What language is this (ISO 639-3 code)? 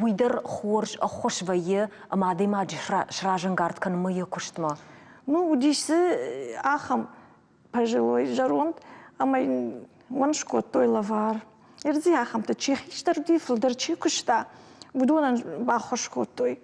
oss